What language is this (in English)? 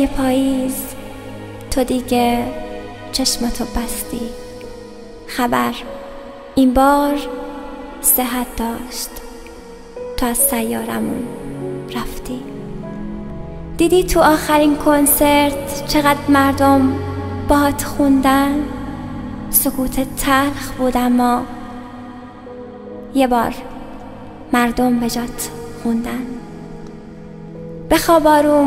Persian